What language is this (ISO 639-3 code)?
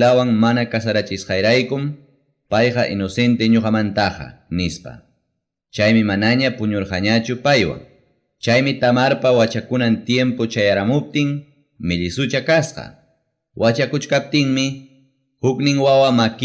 quy